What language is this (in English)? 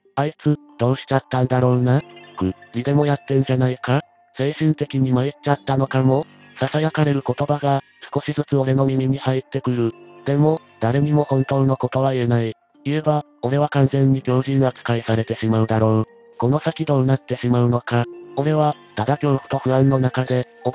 Japanese